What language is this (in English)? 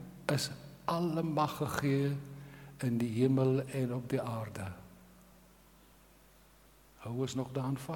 Afrikaans